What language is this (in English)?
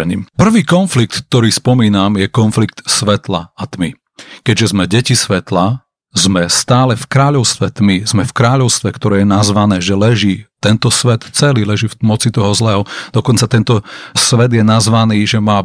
Slovak